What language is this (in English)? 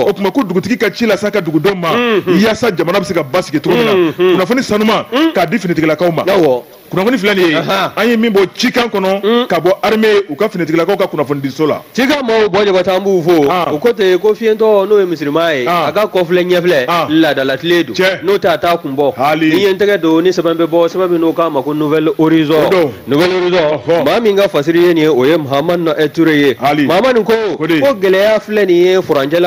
Bambara